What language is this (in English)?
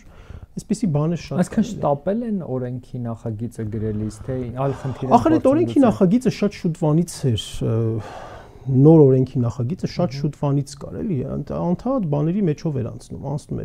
Armenian